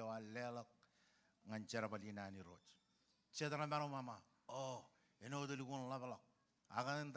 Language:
Marshallese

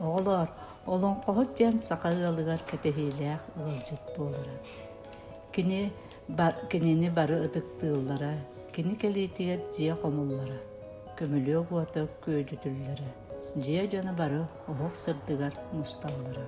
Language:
Yakut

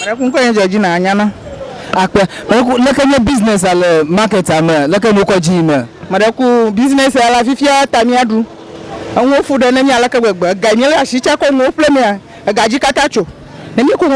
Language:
Ewe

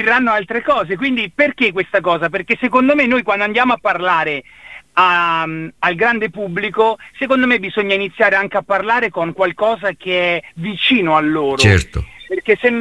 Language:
Italian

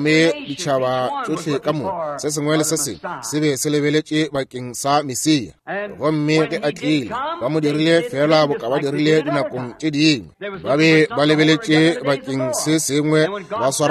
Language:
Northern Sotho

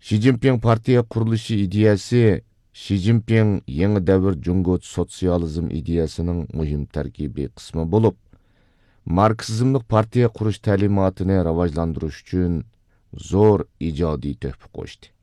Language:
Uyghur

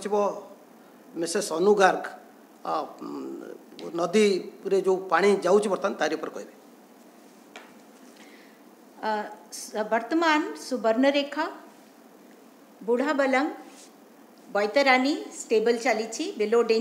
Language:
Odia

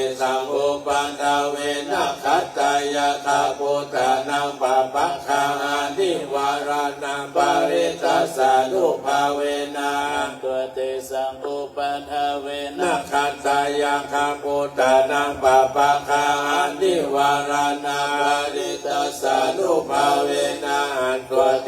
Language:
Pali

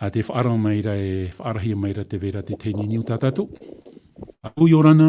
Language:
Tahitian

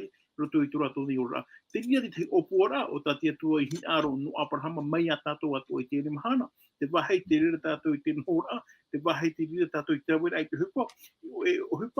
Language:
Tahitian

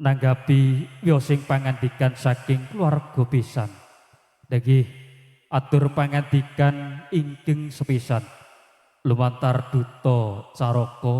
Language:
Javanese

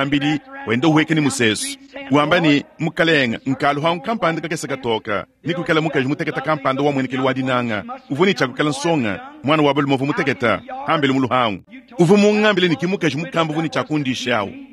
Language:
Luba-Lulua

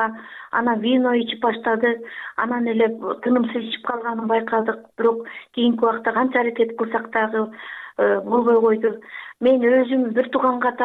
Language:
Kyrgyz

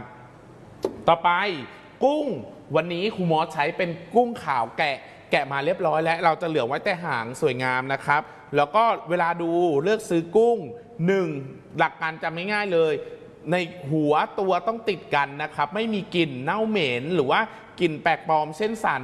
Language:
Thai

